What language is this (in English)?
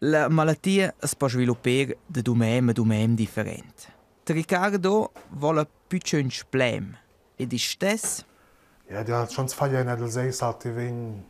Romansh